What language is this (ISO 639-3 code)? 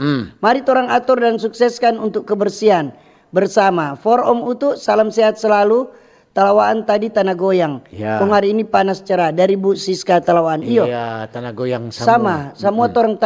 xmm